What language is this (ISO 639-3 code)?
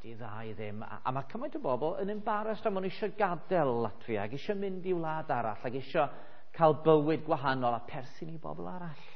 cym